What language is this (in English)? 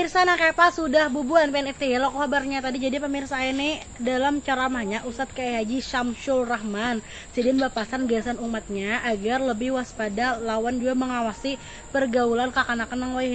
Banjar